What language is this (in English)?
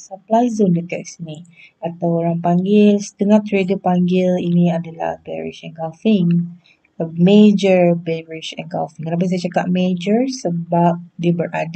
Malay